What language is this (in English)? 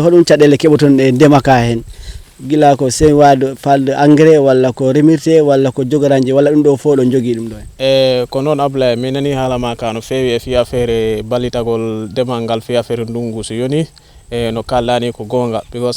Fula